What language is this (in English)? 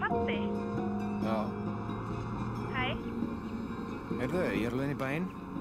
Icelandic